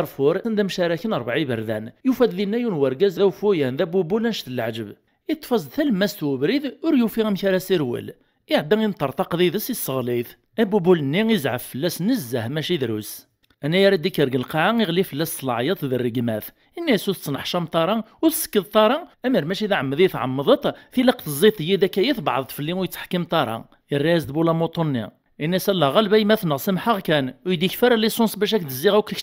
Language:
Kabyle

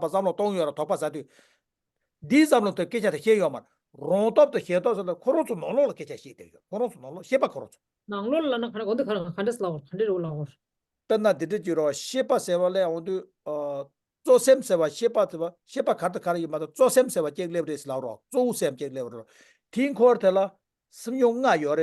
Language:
Tibetan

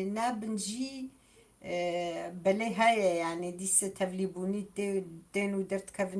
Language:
Kurdish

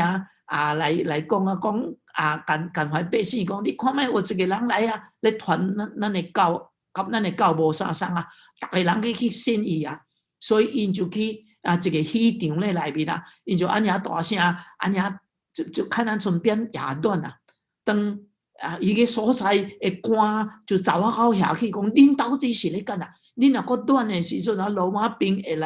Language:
Min Nan Chinese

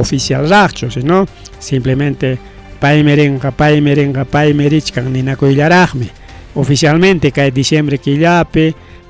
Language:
Ayacucho Quechua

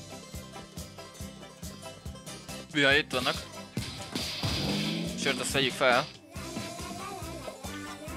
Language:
Hungarian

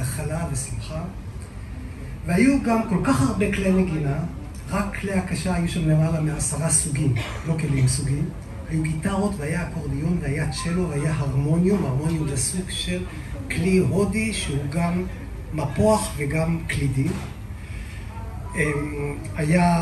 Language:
Hebrew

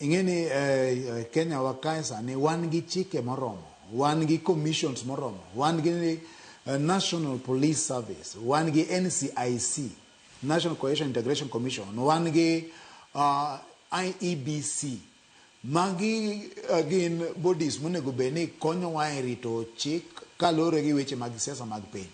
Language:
Luo (Kenya and Tanzania)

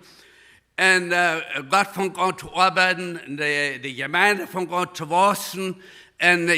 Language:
Plautdietsch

